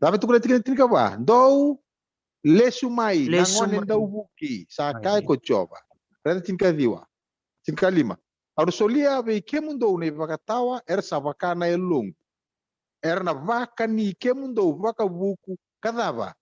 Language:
Fijian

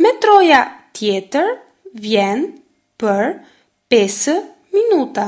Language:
Albanian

